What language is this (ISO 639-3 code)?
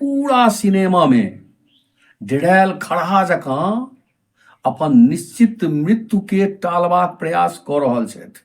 mai